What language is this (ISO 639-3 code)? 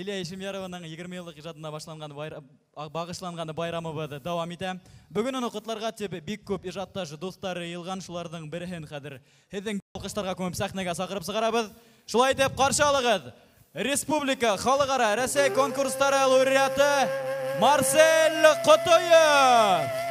bak